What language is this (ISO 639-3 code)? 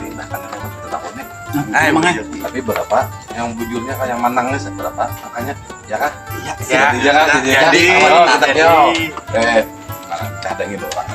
bjn